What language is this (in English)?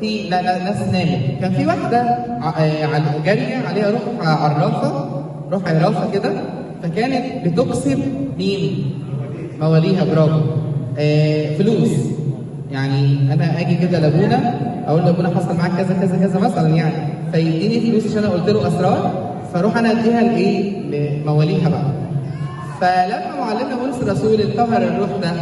Egyptian Arabic